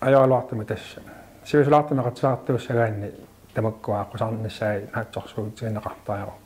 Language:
Kalaallisut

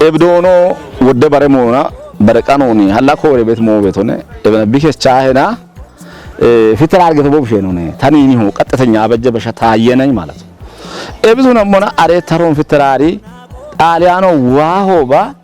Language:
Kafa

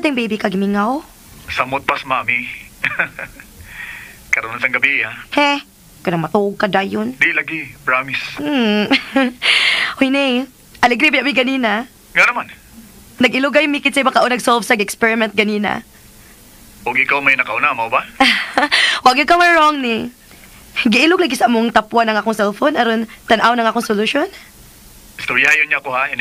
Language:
Cebuano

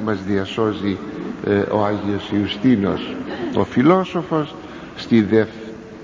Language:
Greek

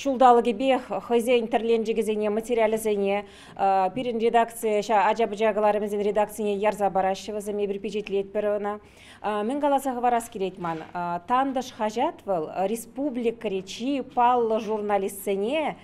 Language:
Chuvash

